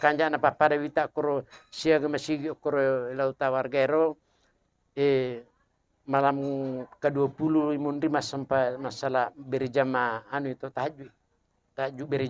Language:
Buginese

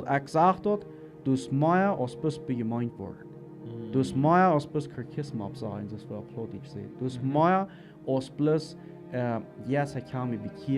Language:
Plautdietsch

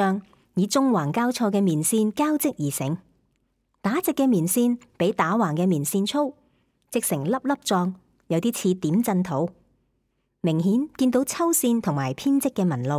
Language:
Cantonese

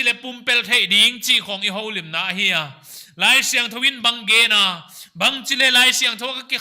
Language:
Paite Chin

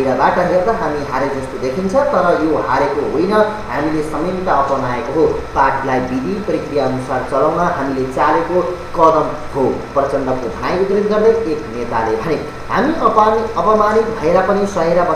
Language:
Nepali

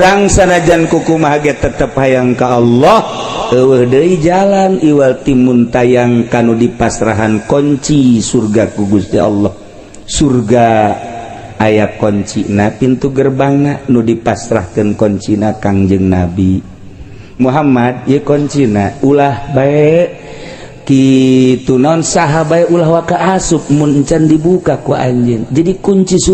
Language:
Sundanese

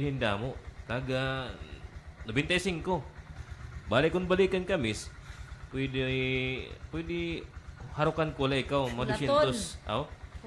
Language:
Waray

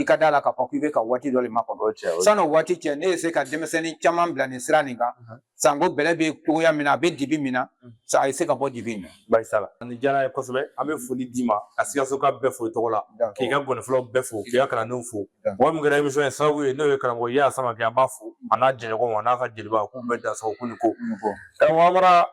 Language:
Bambara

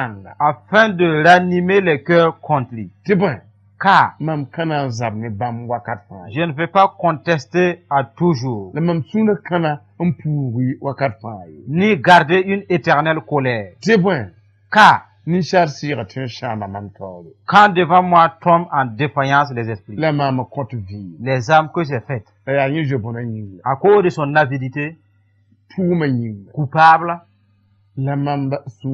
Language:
Mossi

